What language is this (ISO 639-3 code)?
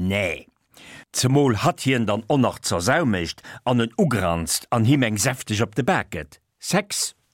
ltz